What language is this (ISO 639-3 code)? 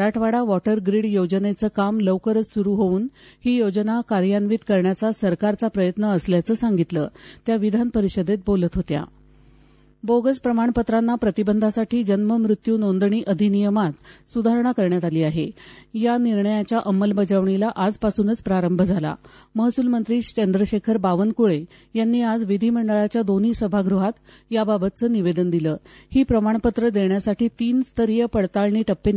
mar